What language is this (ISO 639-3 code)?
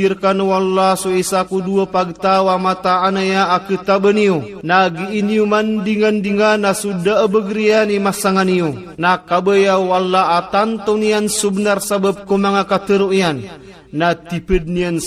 mrw